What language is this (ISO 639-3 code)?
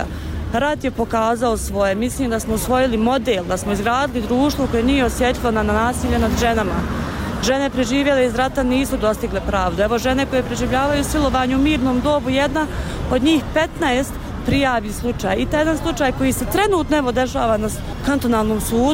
bos